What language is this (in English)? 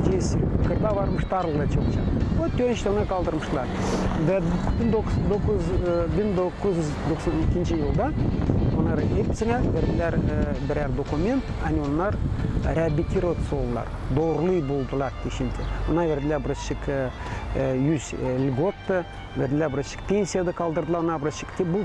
Gagauz